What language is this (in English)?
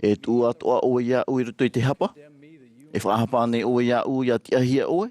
Tahitian